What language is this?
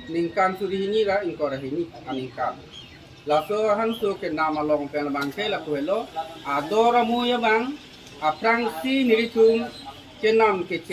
Karbi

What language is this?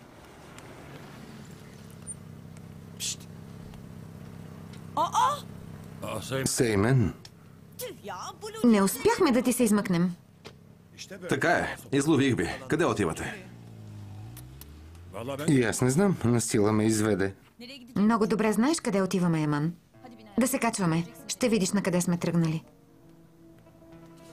Bulgarian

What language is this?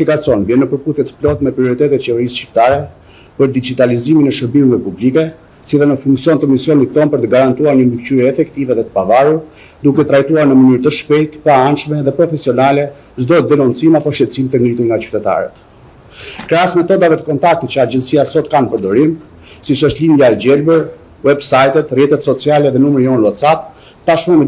Albanian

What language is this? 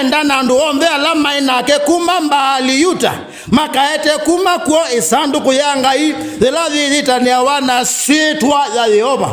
Kamba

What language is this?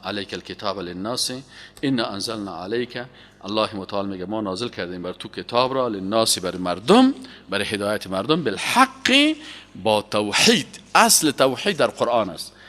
Persian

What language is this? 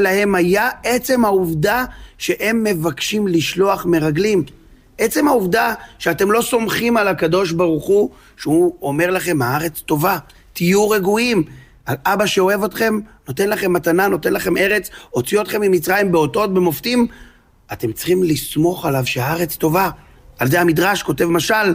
Hebrew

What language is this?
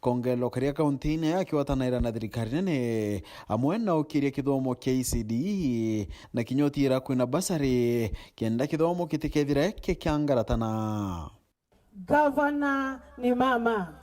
Meru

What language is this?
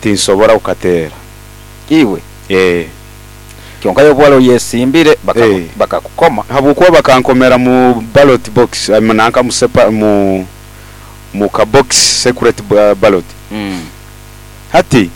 Nyoro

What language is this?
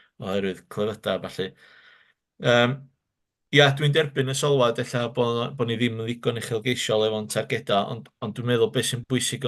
Welsh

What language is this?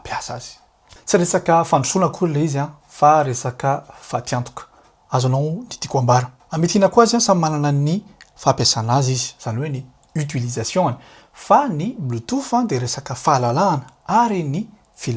Malagasy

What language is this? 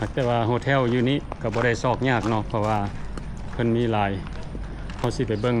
Lao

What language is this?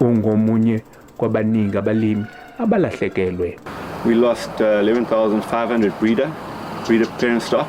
Zulu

